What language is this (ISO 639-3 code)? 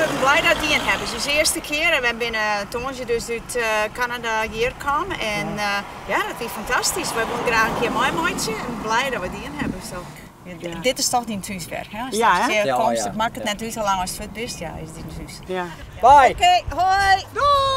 fry